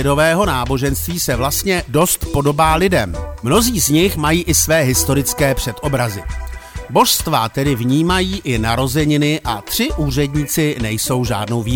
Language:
Czech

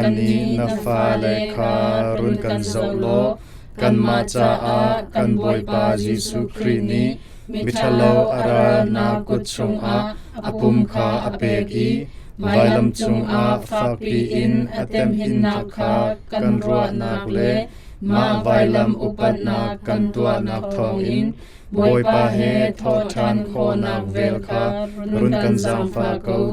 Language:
Hakha Chin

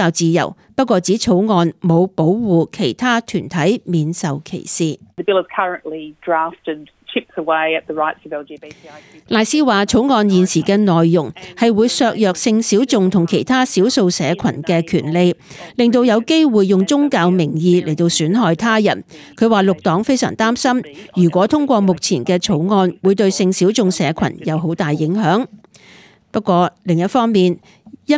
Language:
Cantonese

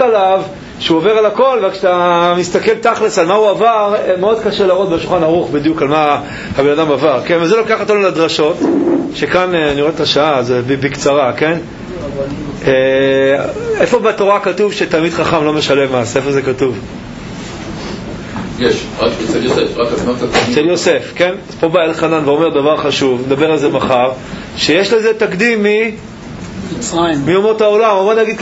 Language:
Hebrew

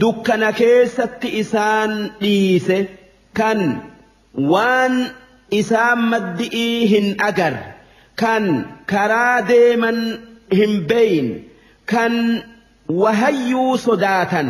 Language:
Oromo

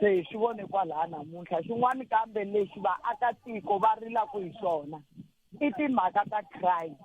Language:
Tsonga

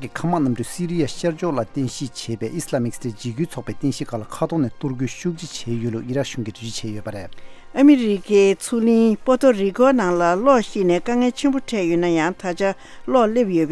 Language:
Tibetan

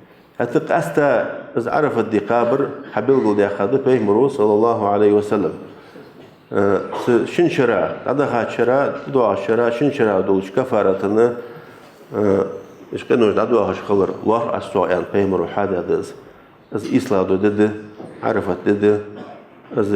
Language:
Ingush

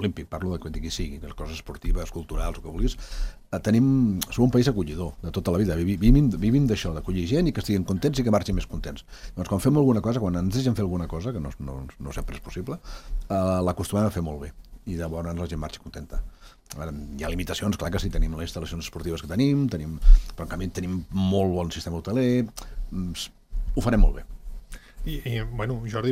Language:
Catalan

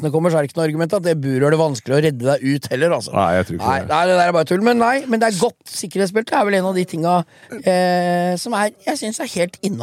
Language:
Norwegian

